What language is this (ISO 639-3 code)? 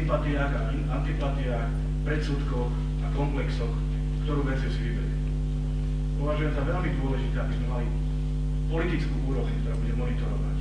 slk